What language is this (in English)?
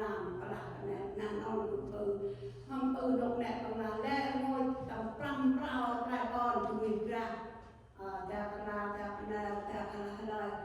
Central Mnong